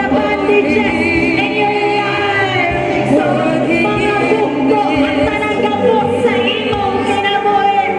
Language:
Cebuano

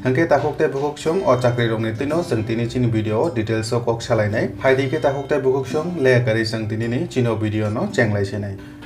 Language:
Kok Borok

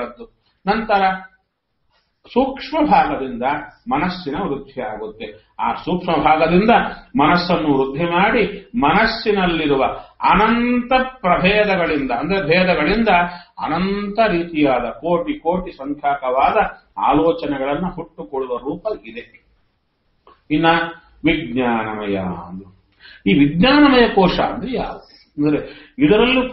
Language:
Kannada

